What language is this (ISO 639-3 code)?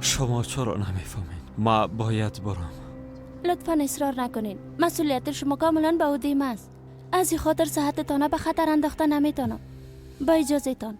fas